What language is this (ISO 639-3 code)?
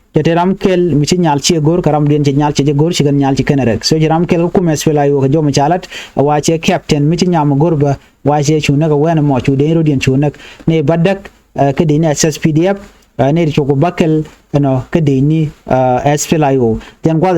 nus